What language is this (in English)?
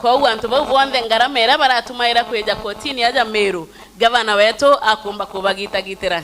Meru